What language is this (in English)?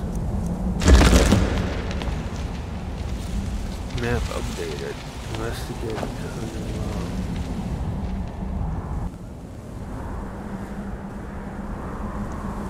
English